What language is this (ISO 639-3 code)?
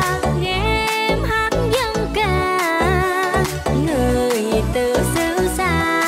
vie